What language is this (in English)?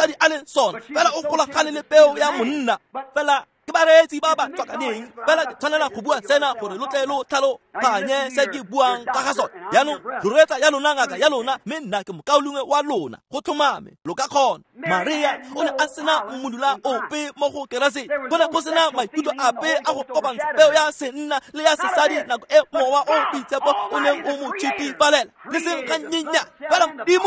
Tswana